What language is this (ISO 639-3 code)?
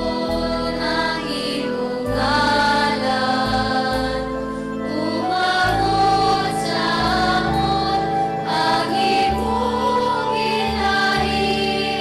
hil